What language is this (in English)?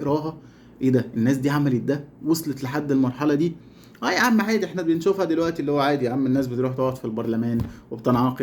Egyptian Arabic